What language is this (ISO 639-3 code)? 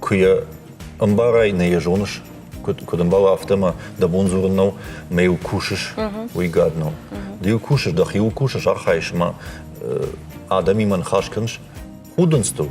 oss